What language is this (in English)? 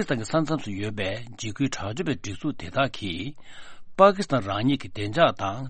Tibetan